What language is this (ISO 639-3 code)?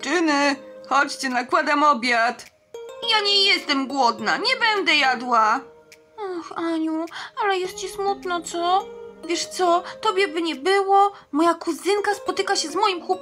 pol